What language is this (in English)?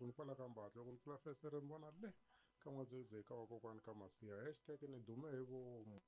Tsonga